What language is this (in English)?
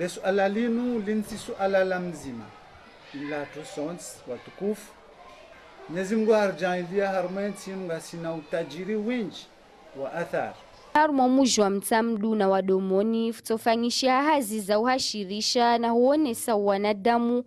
Ngazidja Comorian